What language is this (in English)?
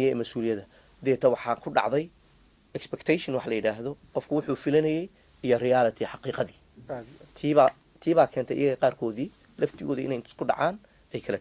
Somali